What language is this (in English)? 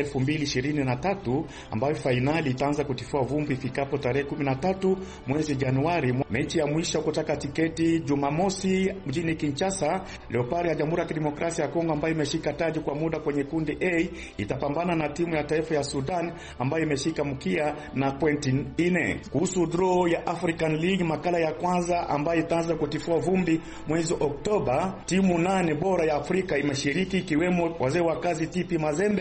Swahili